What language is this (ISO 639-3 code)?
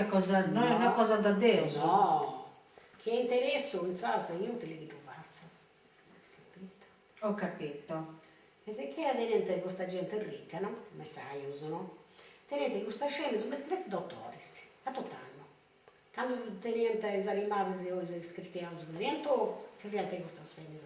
srd